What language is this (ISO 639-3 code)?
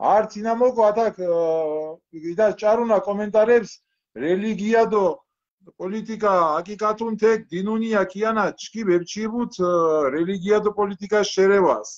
xmf